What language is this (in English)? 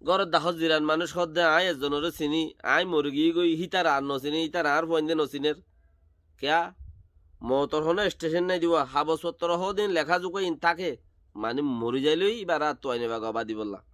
Rohingya